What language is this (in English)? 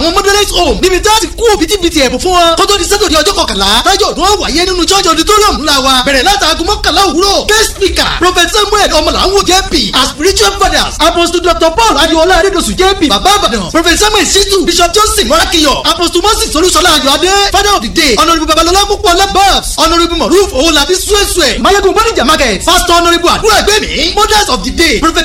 Yoruba